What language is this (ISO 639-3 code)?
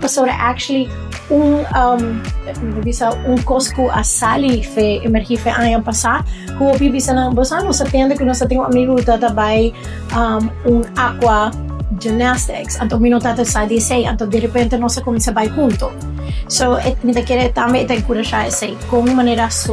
pap